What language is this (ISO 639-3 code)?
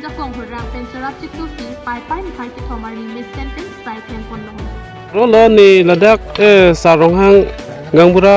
mjw